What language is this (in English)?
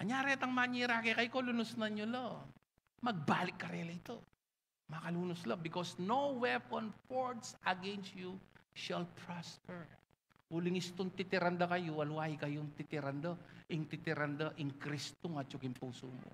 Pampanga